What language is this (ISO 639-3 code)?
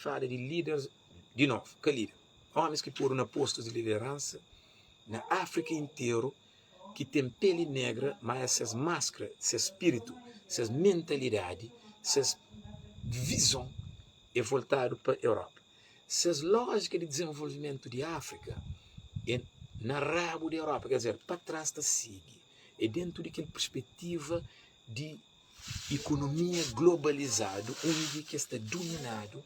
kea